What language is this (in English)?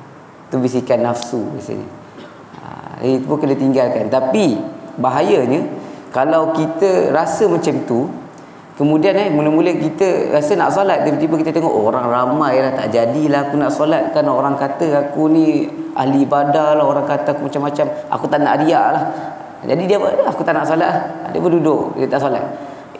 Malay